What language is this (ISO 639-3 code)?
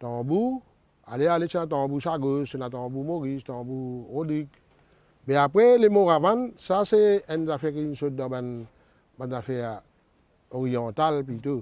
mfe